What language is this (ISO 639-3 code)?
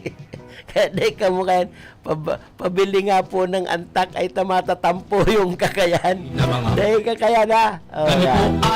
bik